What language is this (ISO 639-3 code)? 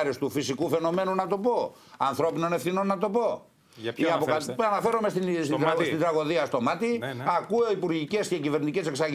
ell